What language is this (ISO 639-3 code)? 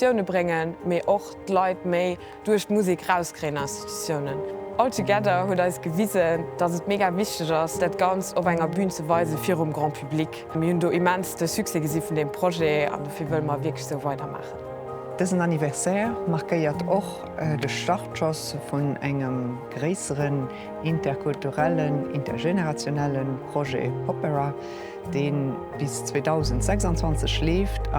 ltz